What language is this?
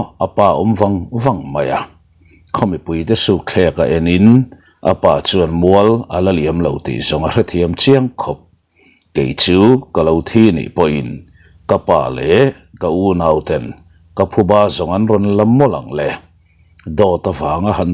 Mizo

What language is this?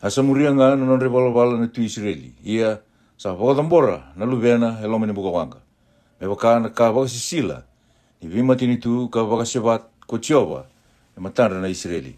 Fijian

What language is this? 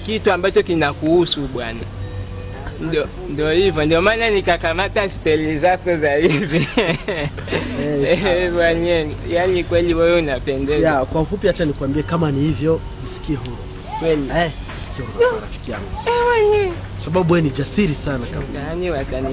Swahili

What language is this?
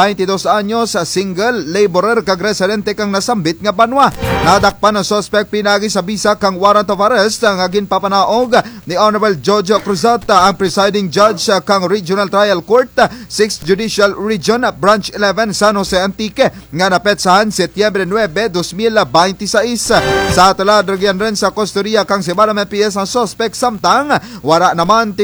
Kinaray-a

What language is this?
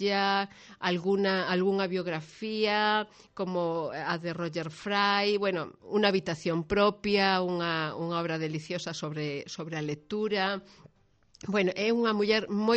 Galician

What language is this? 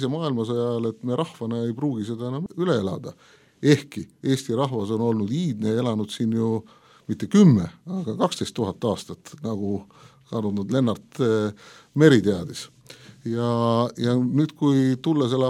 Estonian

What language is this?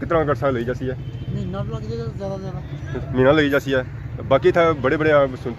Pahari-Potwari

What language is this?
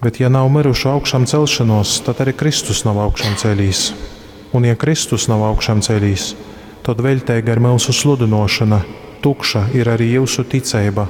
Latgalian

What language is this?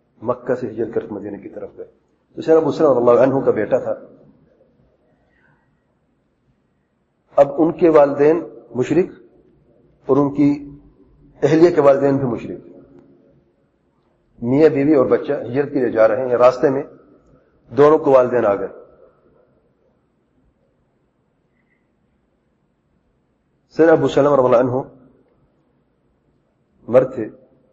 Urdu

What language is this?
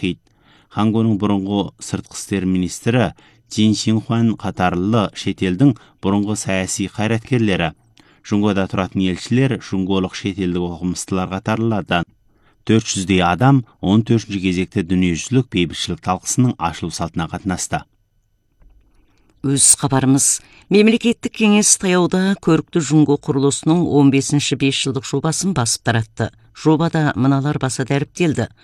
Kazakh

